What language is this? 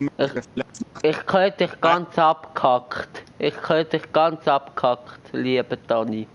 Swiss German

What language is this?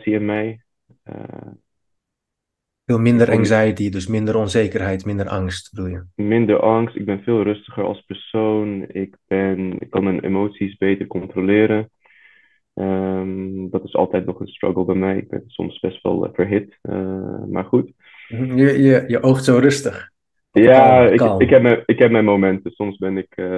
Dutch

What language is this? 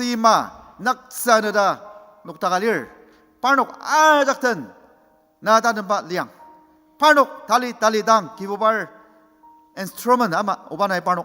Ao Naga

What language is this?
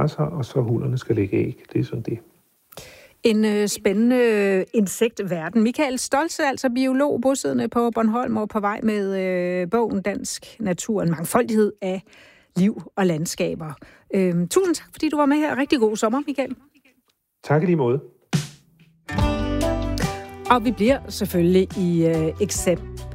Danish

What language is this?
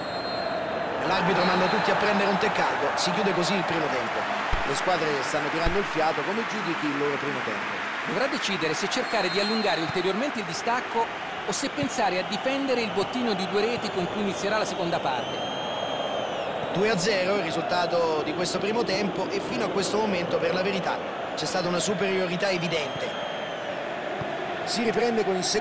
Italian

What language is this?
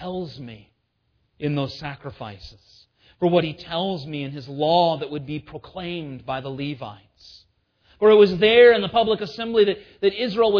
English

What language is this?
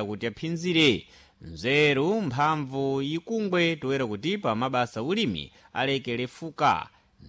Sena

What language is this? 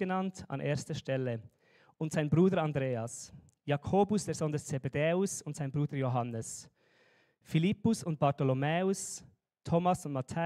Swiss German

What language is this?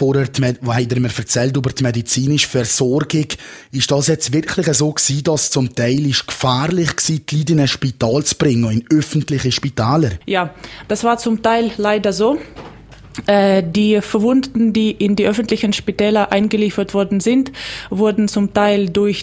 German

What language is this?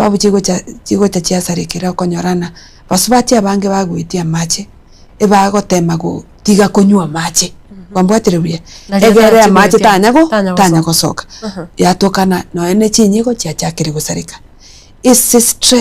Gusii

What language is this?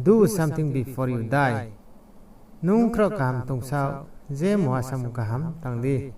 Riang (India)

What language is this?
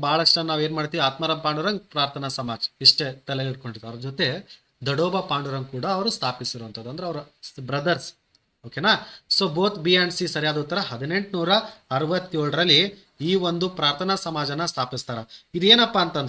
Kannada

